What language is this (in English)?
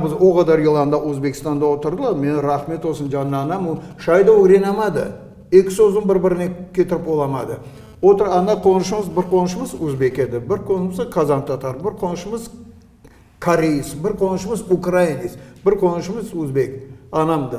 Crimean Tatar